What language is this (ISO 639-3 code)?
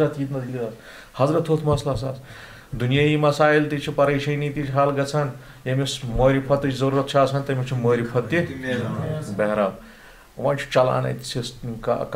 kas